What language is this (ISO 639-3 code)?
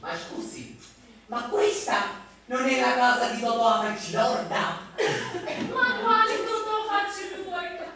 scn